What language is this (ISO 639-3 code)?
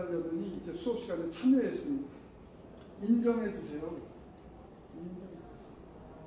kor